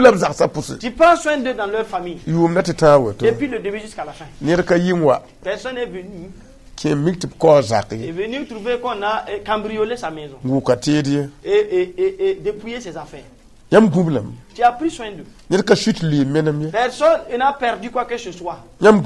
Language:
Mossi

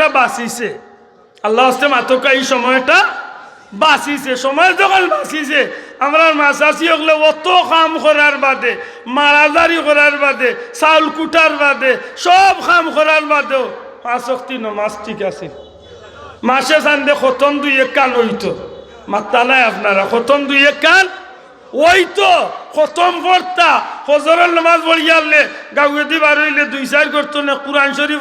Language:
Sylheti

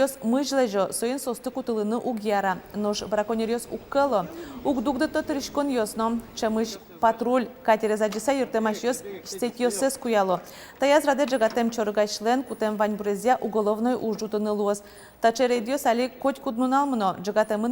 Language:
Udmurt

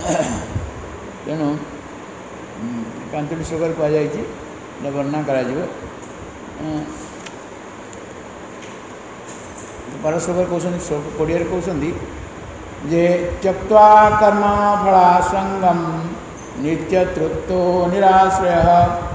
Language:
Odia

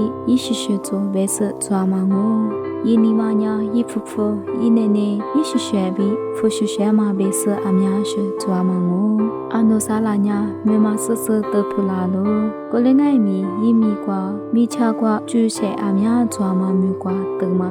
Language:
Lisu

